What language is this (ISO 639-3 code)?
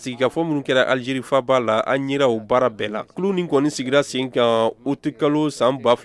bam